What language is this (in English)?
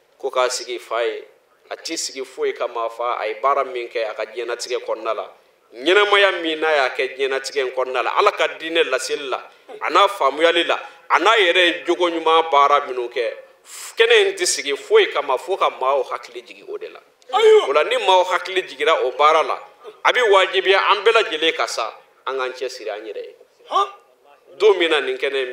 Bambara